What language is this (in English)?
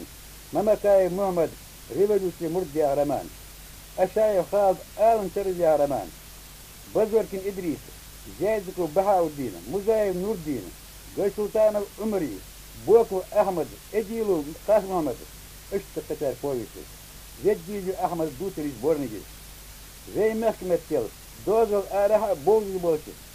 Ingush